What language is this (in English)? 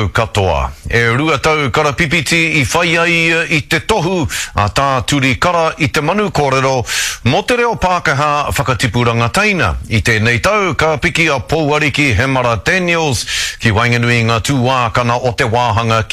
Māori